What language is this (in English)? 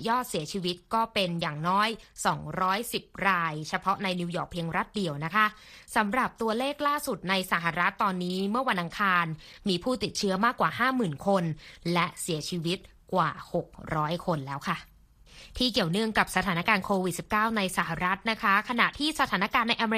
Thai